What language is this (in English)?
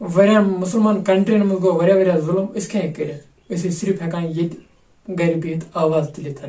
Kashmiri